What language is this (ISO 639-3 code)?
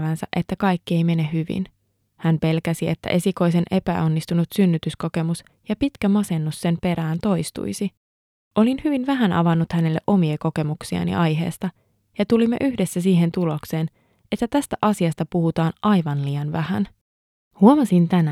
fin